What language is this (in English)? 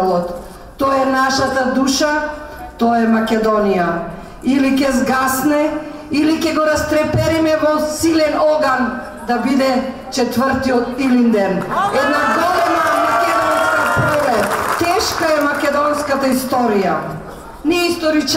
Macedonian